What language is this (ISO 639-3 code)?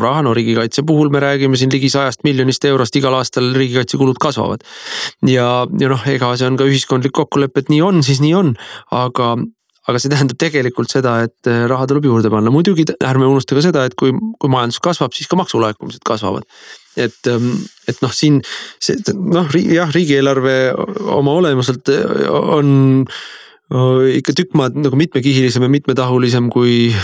est